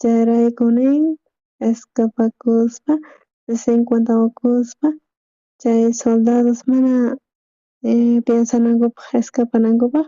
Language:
South Bolivian Quechua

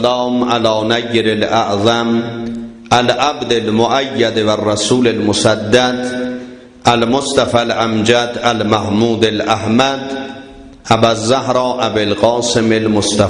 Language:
South Azerbaijani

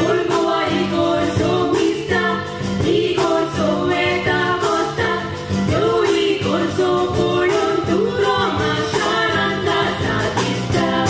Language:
Konkani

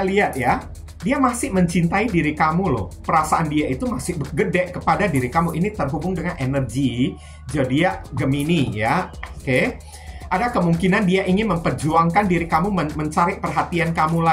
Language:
Indonesian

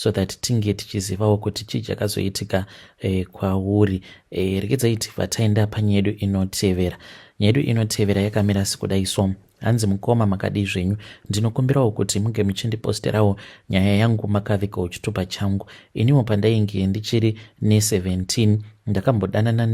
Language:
Shona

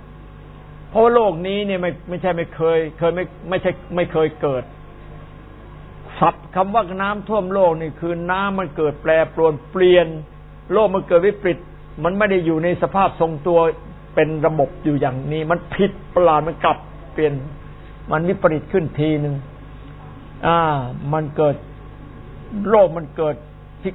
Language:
Thai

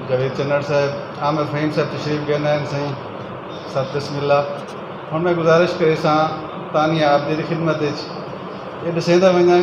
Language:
Saraiki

